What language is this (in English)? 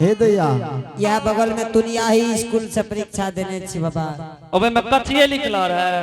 Angika